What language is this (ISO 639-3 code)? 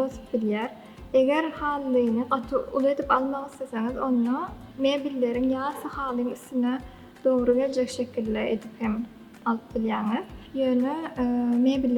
tuk